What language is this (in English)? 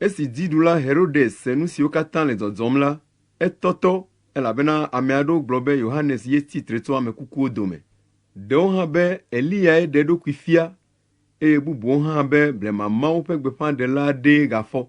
Ewe